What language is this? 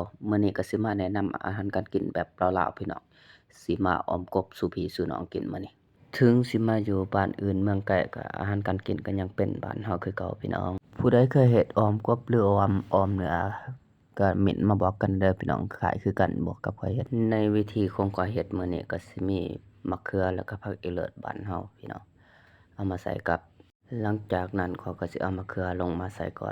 Lao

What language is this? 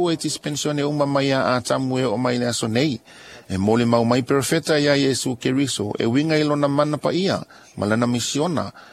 Samoan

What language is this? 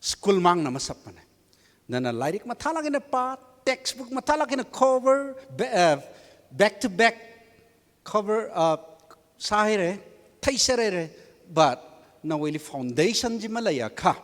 Tangkhul Naga (India)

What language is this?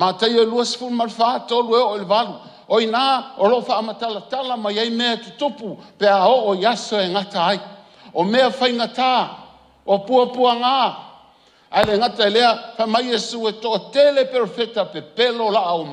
Samoan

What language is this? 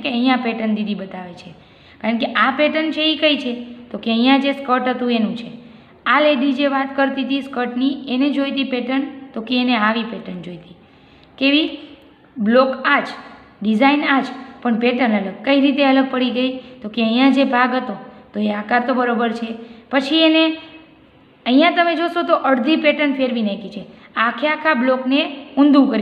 Gujarati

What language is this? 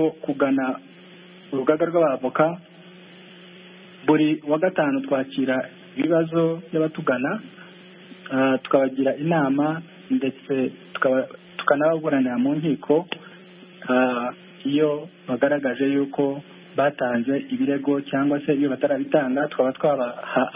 Kinyarwanda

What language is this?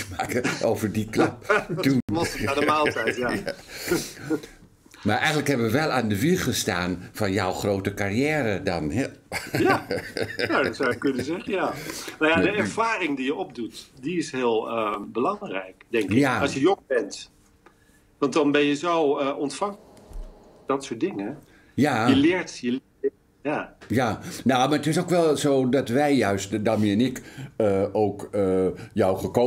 Dutch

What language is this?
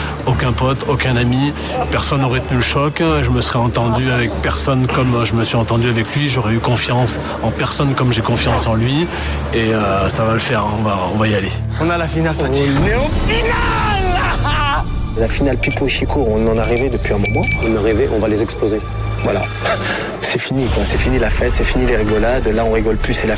French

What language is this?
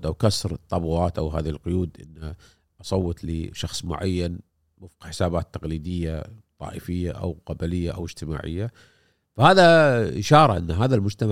Gulf Arabic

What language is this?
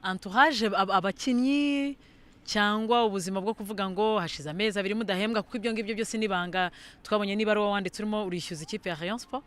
Kinyarwanda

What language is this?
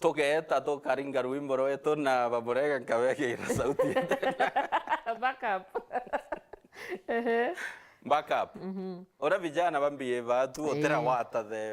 Meru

